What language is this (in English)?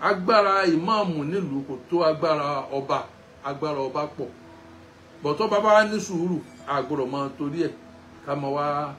Yoruba